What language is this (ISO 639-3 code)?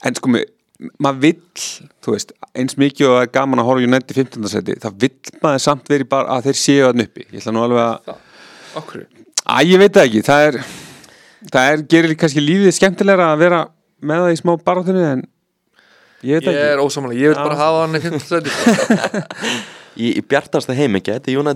isl